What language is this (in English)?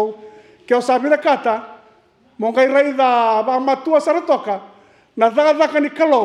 Fijian